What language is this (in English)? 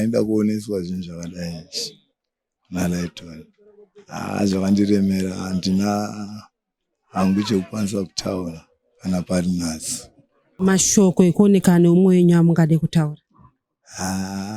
Shona